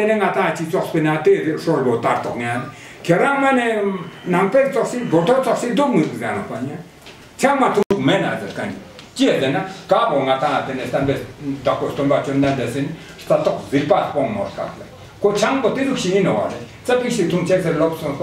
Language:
Ladakhi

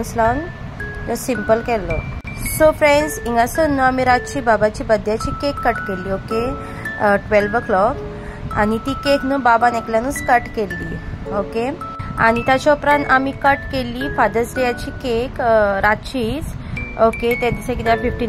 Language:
Konkani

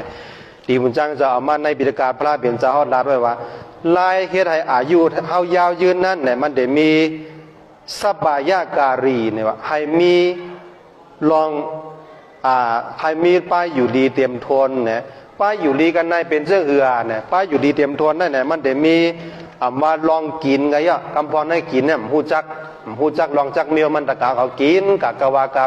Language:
Shan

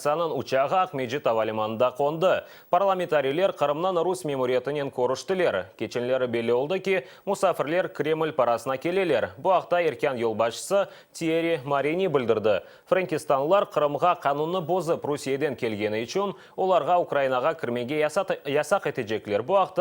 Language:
Crimean Tatar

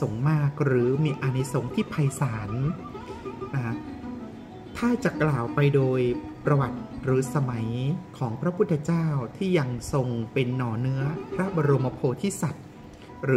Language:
Thai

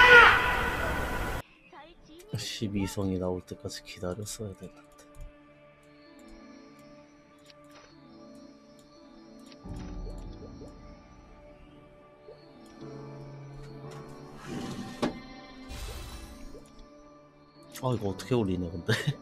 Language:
Korean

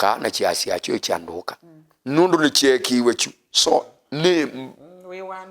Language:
Kamba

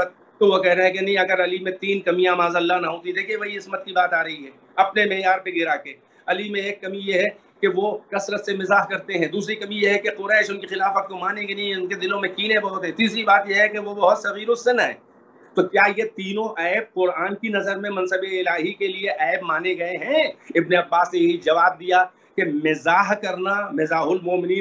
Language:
Urdu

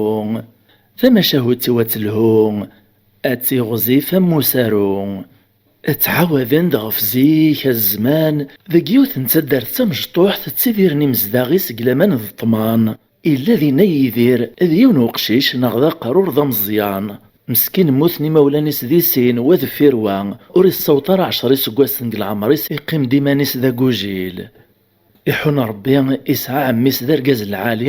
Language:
Kabyle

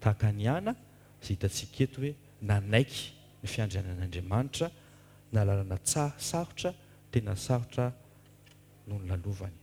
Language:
Malagasy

